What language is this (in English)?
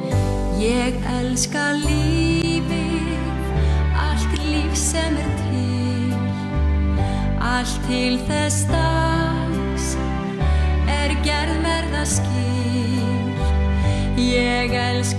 Icelandic